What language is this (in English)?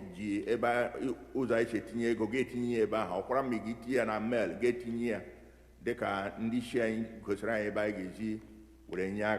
Igbo